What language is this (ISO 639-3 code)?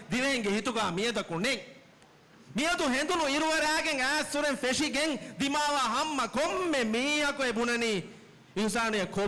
div